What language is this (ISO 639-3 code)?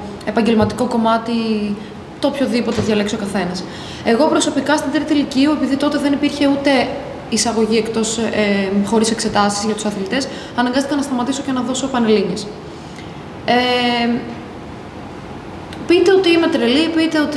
ell